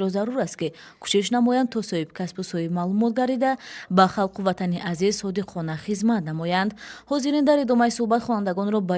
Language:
Tajik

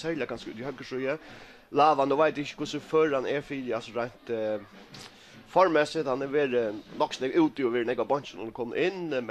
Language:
Faroese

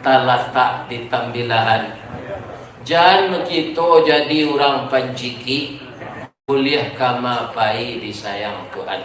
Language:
Minangkabau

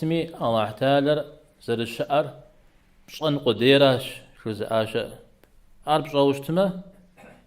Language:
Kabardian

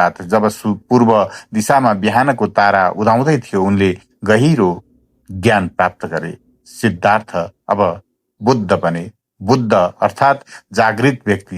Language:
Nepali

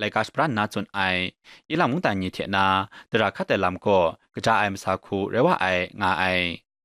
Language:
Kachin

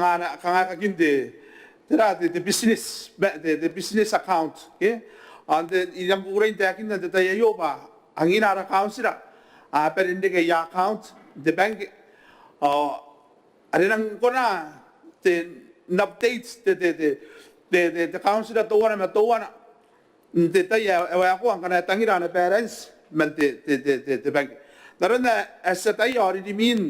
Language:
Gilbertese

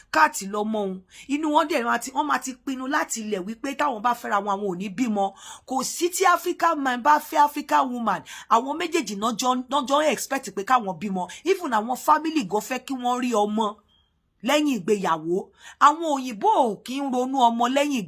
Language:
Yoruba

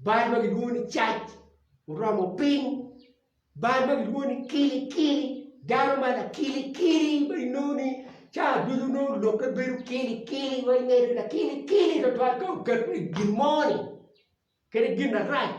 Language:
Acoli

